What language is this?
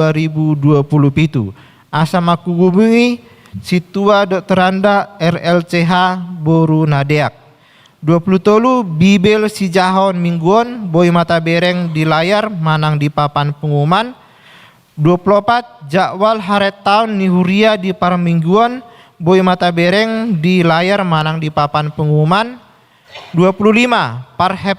Batak Toba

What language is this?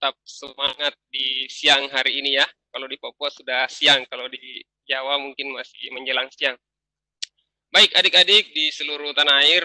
Indonesian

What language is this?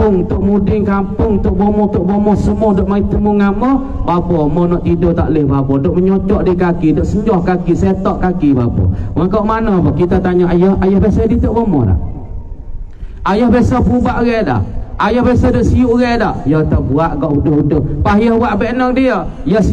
Pattani Malay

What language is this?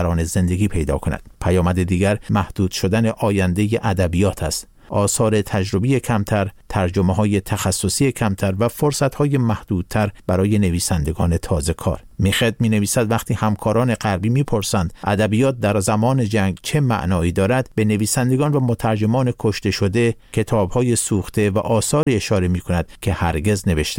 Persian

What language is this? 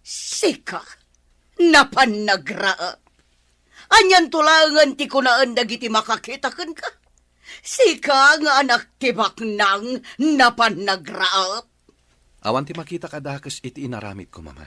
Iloko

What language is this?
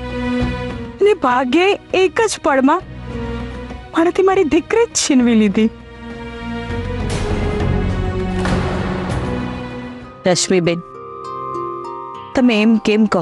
Gujarati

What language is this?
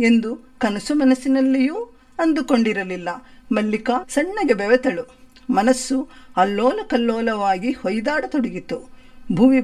Kannada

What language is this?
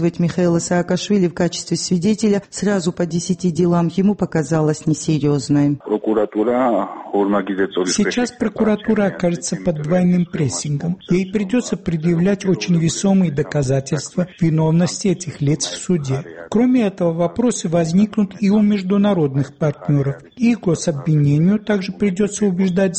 Russian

